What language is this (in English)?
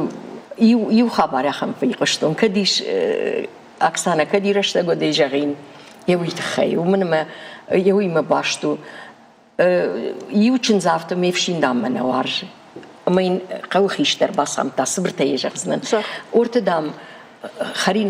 Ossetic